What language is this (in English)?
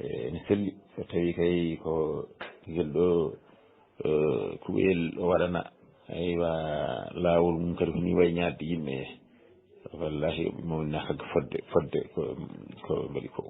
Fula